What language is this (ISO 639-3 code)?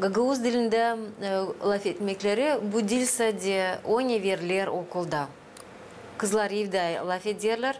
gag